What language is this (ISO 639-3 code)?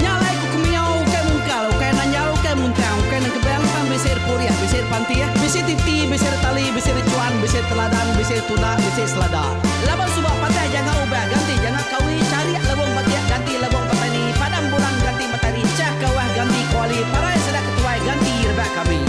iba